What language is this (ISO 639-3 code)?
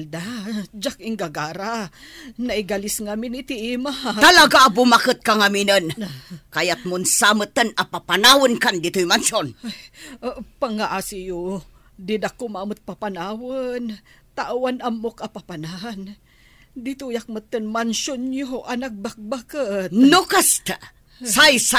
ilo